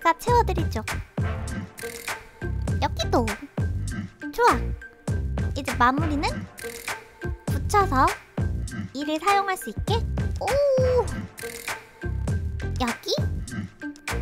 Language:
Korean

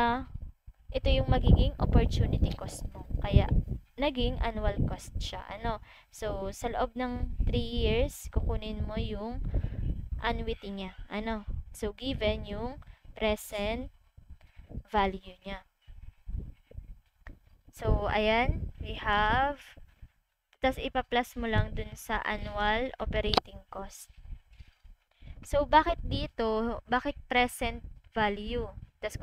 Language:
Filipino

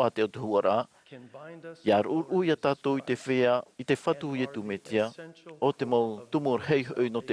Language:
Tahitian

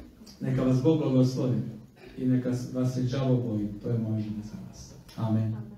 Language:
Croatian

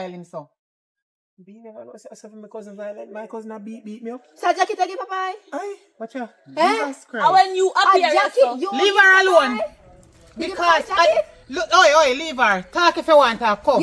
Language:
Jamaican Creole English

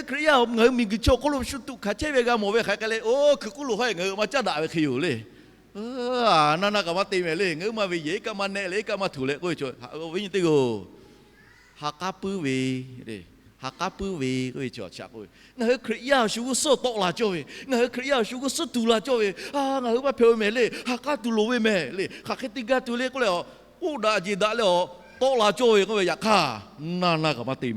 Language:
Lahu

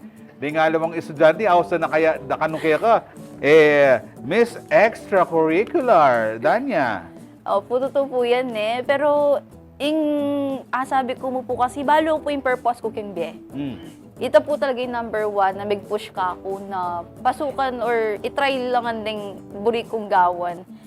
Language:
Pampanga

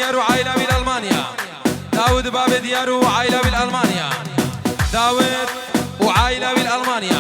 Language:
Kurdish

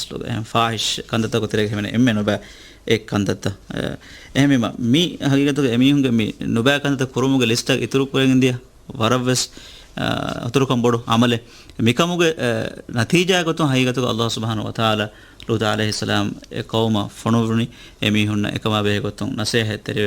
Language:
Divehi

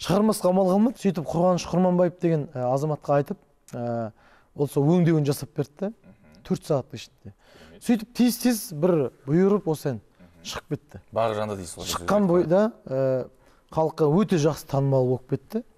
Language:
Kazakh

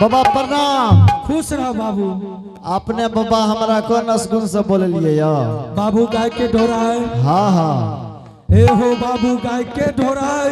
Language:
Angika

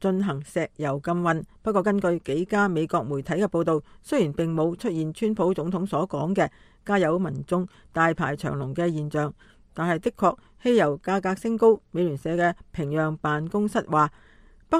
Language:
Cantonese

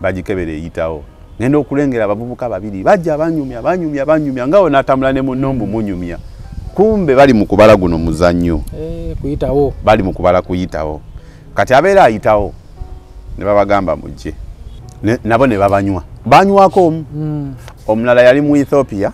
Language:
Ganda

